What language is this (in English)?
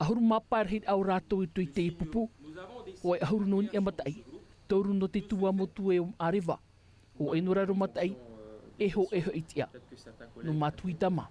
Tahitian